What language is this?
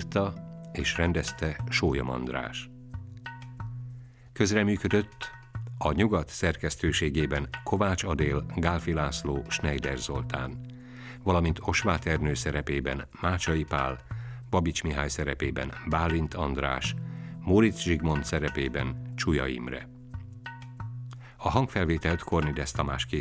Hungarian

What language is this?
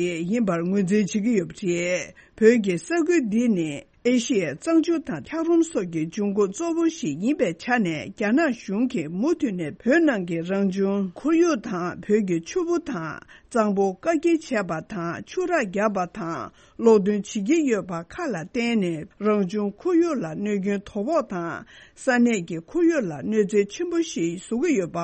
Tibetan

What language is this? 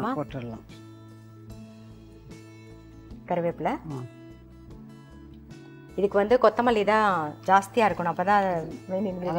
Tamil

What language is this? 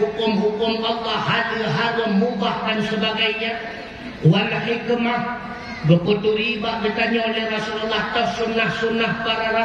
Achinese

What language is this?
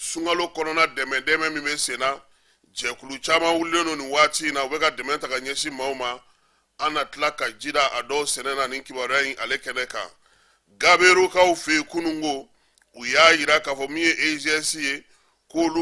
Bambara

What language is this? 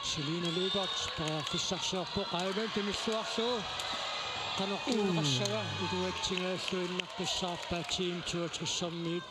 Kalaallisut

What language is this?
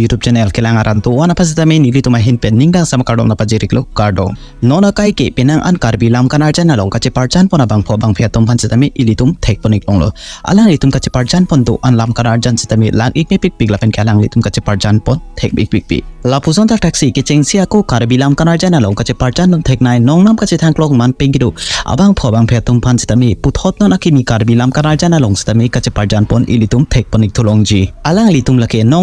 Karbi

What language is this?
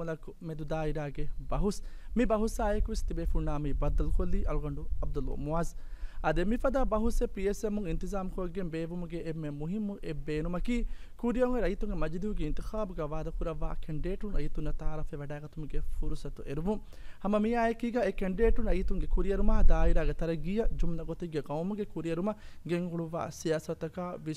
Divehi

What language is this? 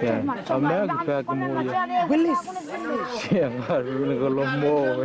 Dehu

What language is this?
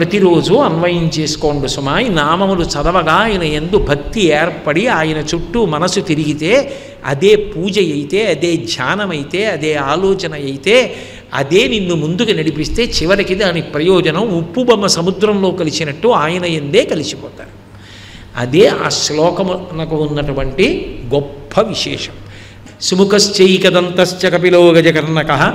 Telugu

